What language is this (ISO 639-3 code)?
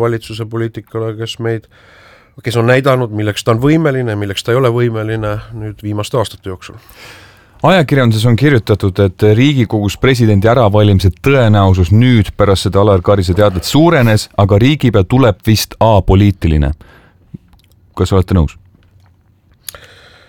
est